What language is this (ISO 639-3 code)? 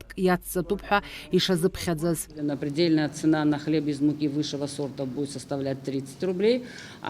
abk